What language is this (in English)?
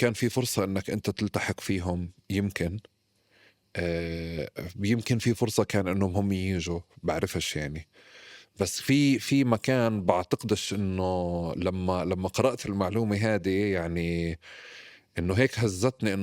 North Levantine Arabic